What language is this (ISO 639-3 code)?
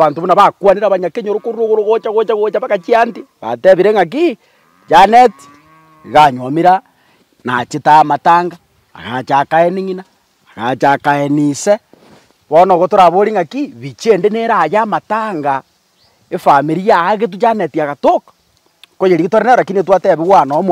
guz